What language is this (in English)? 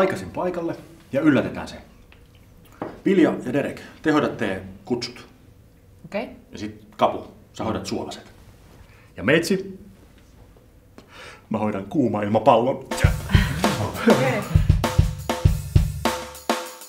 Finnish